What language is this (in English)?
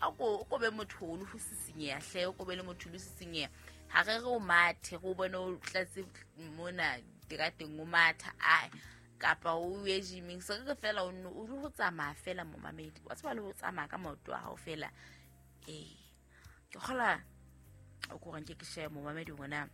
Southern Sotho